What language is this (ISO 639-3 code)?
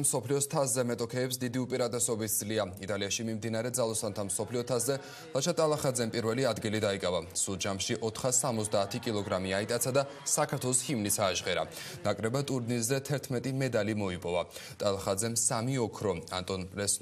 kat